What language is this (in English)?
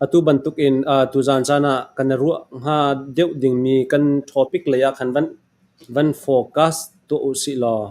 Falam Chin